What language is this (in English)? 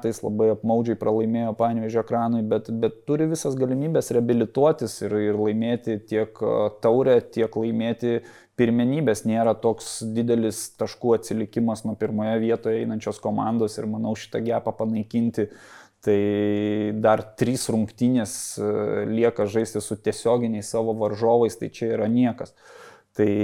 Lithuanian